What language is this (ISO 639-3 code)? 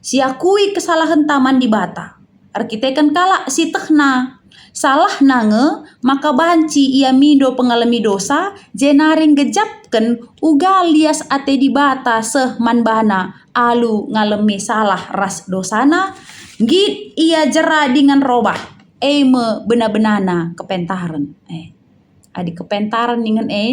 btx